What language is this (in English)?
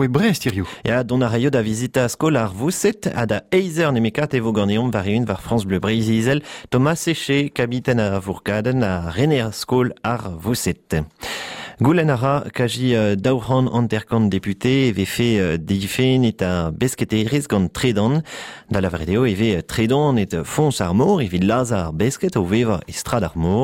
Breton